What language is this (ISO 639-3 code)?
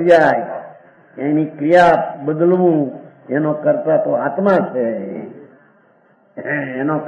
guj